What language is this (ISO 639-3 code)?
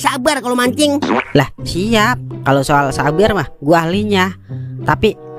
bew